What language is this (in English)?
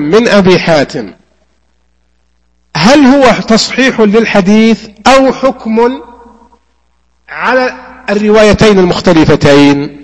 Arabic